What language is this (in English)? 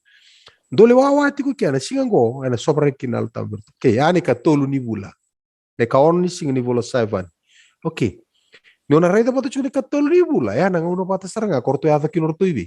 Fijian